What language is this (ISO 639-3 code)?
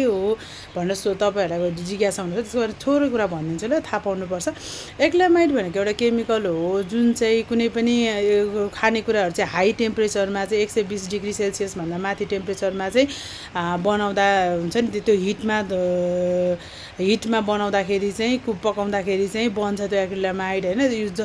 nep